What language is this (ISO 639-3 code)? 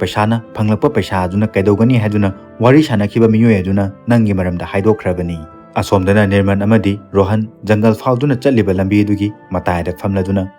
mni